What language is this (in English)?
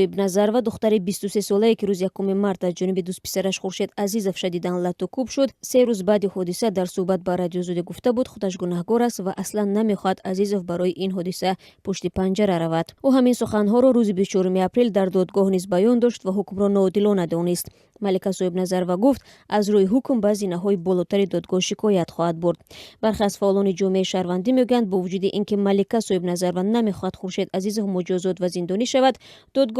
Tajik